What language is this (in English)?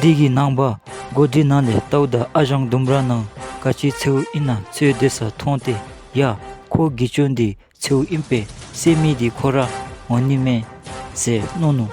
Dzongkha